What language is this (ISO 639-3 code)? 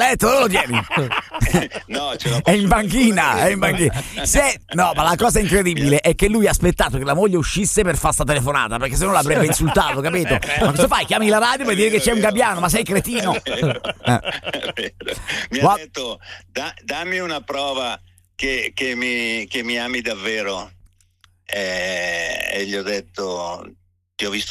ita